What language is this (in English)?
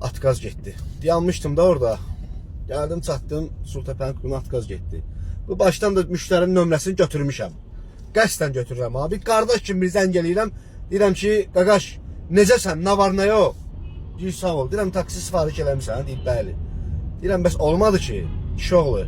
Azerbaijani